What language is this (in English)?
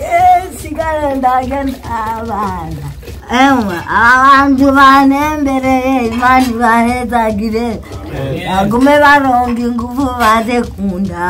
Rundi